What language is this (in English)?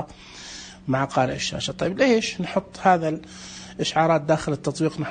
Najdi Arabic